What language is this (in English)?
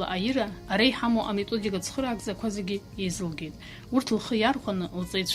Abkhazian